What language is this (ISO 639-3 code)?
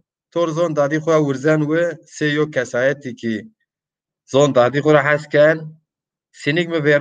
zza